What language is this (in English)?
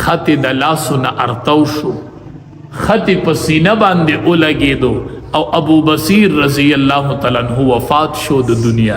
Pashto